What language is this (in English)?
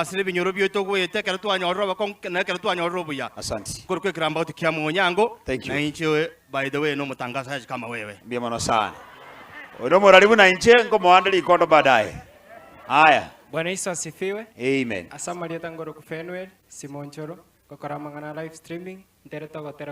Gusii